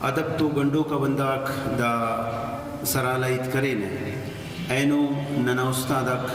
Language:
Brahui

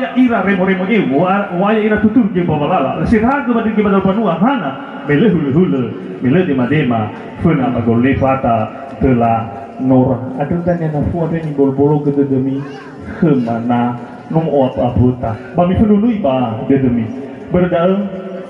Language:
Nias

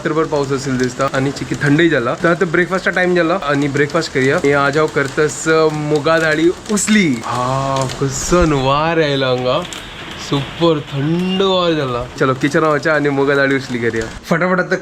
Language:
Konkani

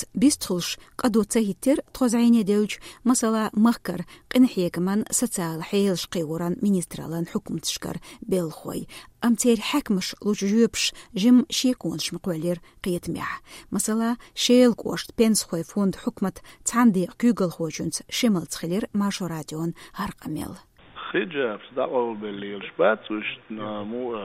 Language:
Chechen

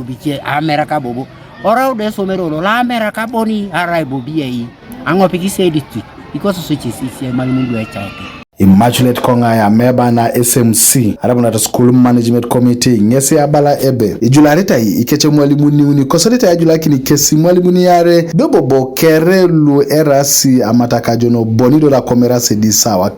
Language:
Teso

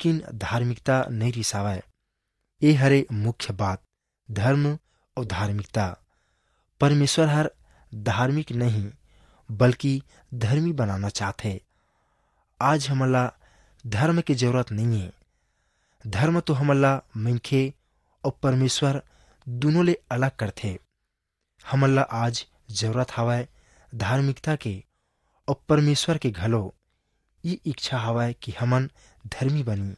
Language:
Chhattisgarhi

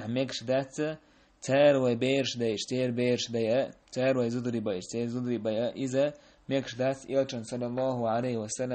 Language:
Chechen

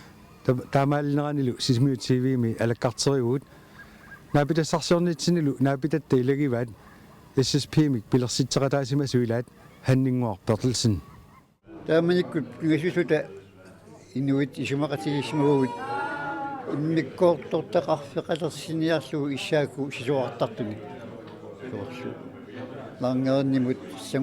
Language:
Kalaallisut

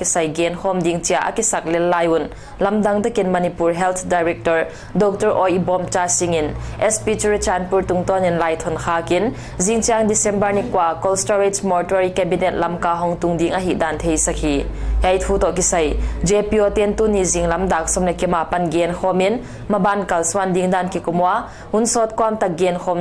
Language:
Paite Chin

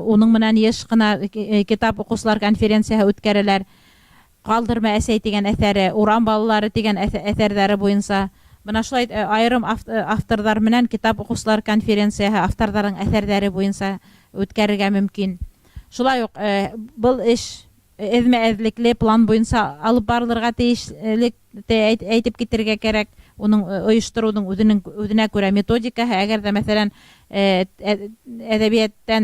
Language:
Bashkir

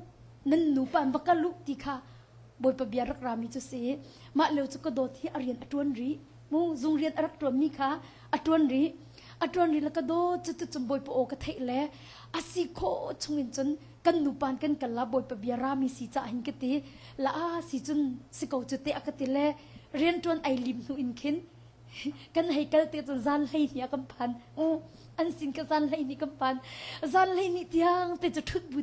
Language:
Hakha Chin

